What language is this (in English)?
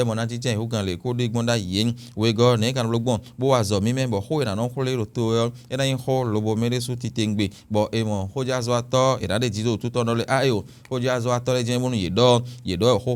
Fon